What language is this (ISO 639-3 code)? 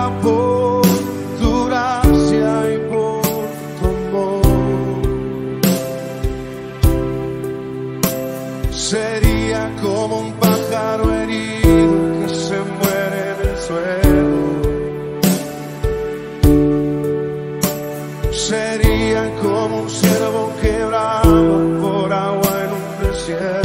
spa